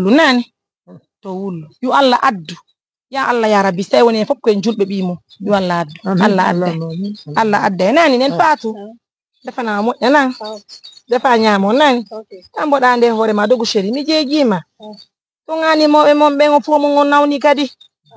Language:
Fula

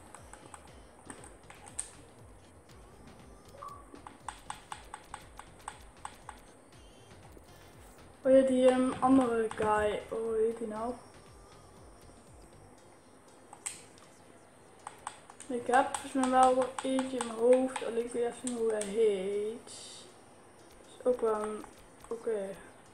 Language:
Dutch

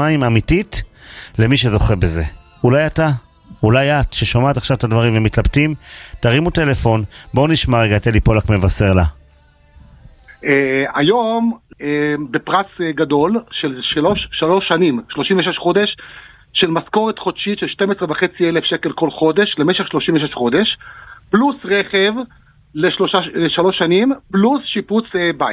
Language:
Hebrew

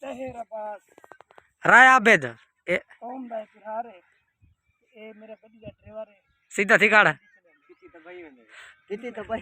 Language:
Saraiki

